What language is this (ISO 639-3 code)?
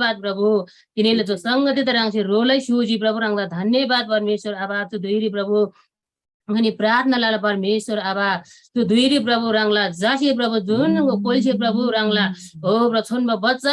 taj